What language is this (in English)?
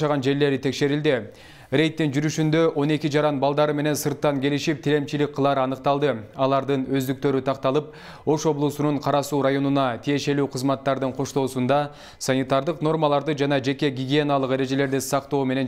Kyrgyz